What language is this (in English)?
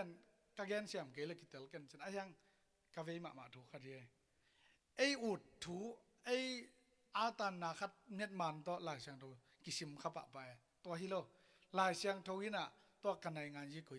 Tedim Chin